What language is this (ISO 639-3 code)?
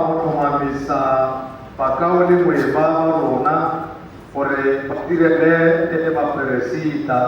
tsn